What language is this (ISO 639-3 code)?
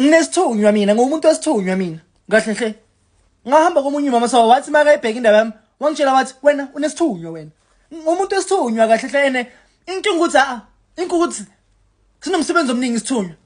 zul